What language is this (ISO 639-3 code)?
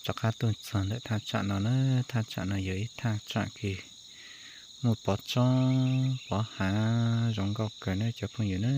hmn